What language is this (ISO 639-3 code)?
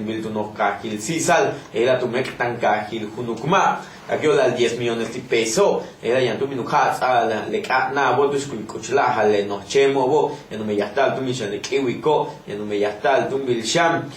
yua